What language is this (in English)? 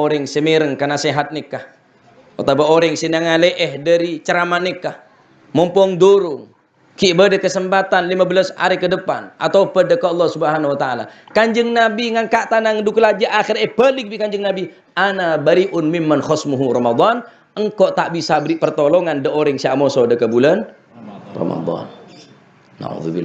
Madurese